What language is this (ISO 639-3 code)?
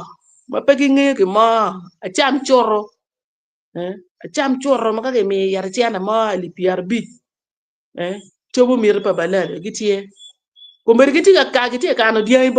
ach